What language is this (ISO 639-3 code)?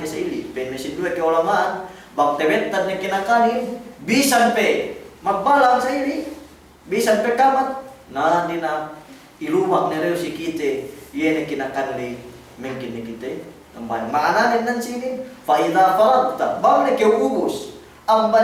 yka